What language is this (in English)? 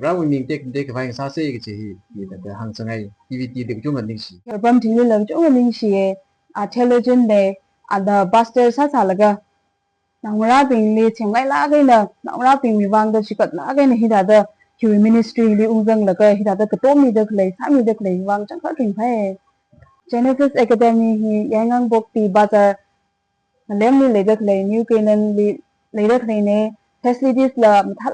Tangkhul Naga (India)